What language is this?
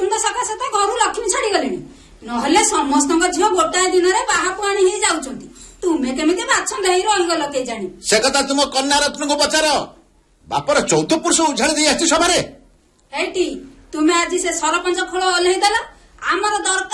Odia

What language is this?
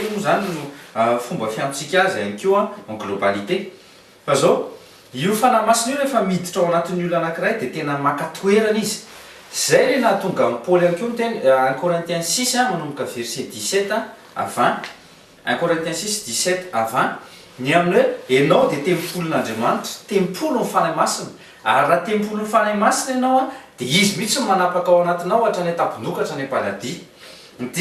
Malagasy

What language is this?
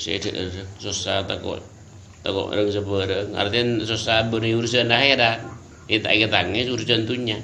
Madurese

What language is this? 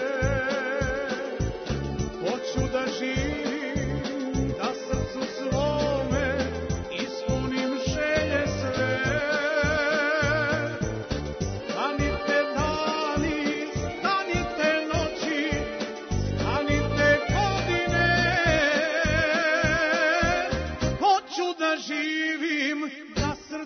Serbian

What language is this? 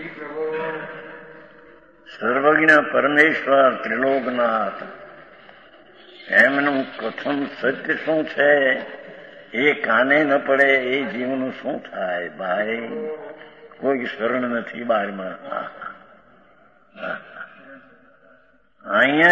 Gujarati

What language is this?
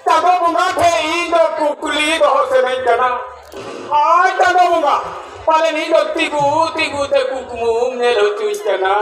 Santali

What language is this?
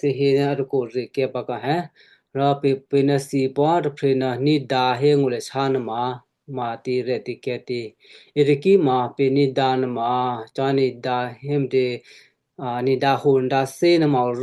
Western Kayah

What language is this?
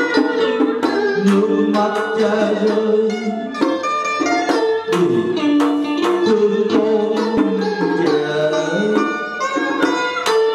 Vietnamese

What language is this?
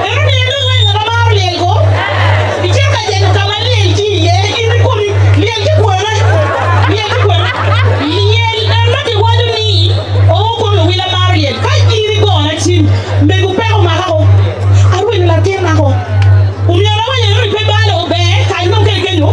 Acoli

